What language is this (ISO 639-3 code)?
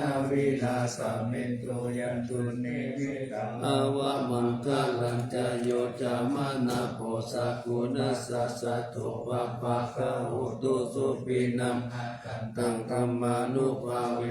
pli